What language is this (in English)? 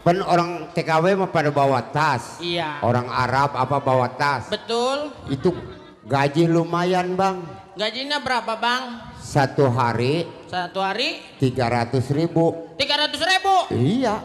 Betawi